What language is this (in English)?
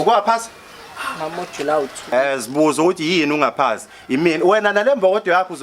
Zulu